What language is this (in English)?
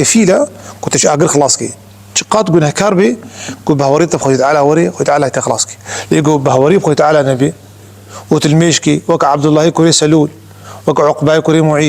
Kurdish